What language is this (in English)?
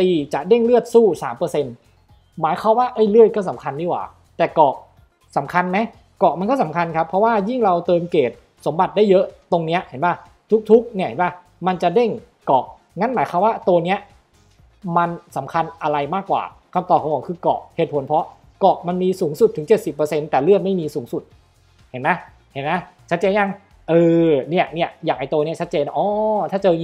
Thai